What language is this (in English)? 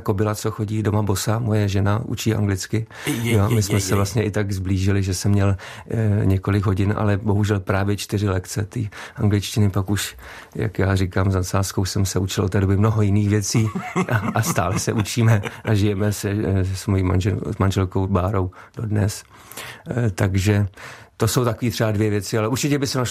Czech